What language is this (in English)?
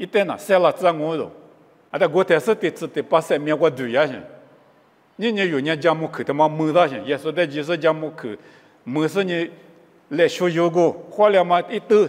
Lisu